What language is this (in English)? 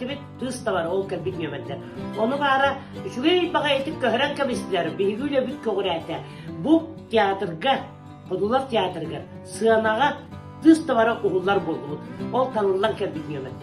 Yakut